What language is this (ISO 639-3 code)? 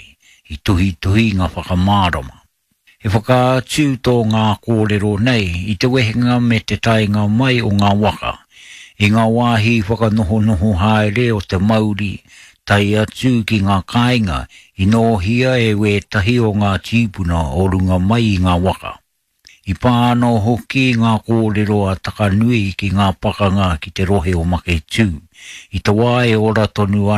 mri